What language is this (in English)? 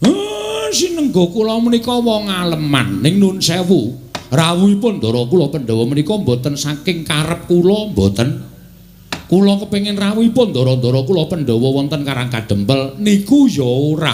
Javanese